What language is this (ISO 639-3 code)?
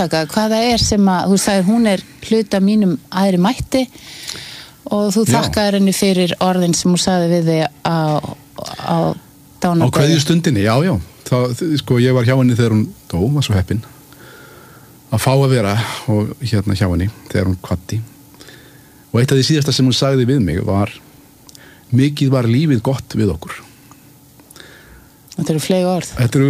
isl